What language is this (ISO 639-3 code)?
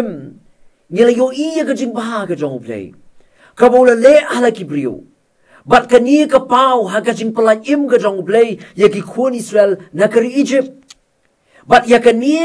kha